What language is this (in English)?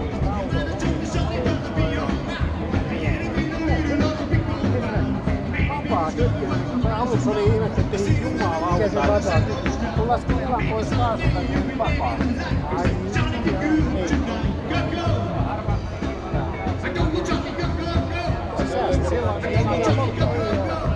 Finnish